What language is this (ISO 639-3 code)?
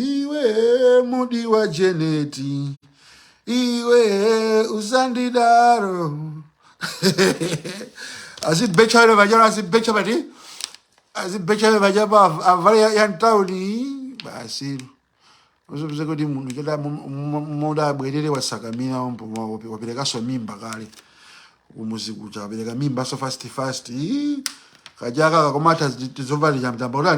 nya